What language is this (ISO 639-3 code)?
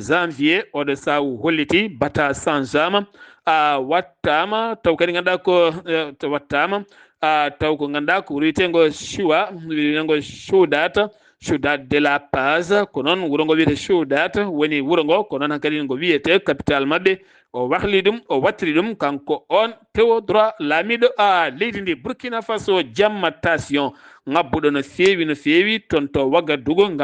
ful